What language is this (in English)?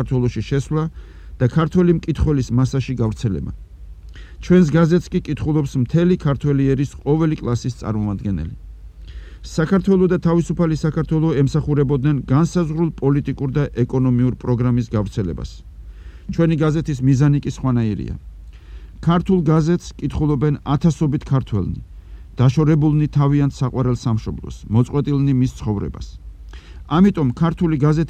Georgian